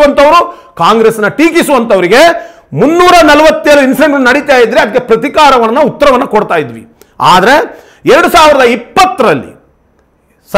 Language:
Kannada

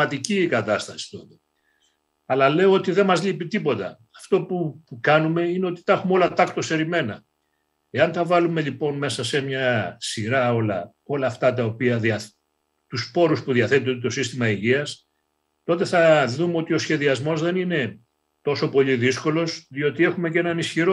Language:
Greek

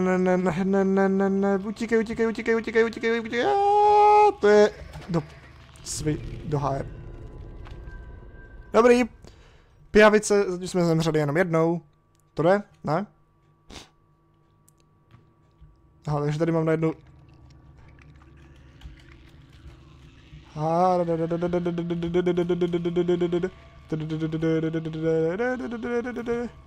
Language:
Czech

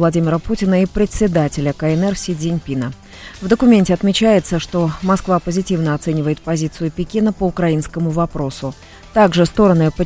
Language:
Russian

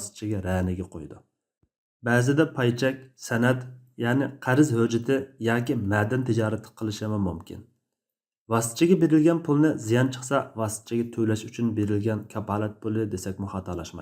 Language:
Uyghur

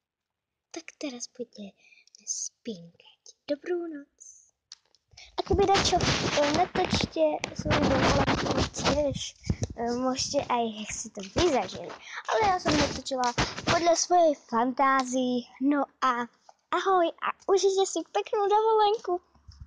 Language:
Slovak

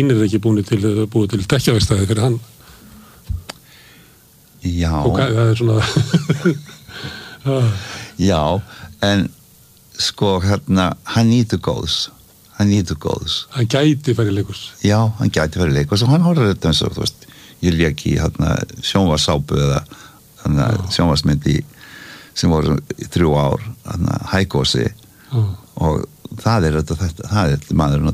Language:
Icelandic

